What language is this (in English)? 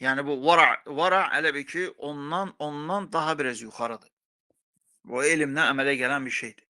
Azerbaijani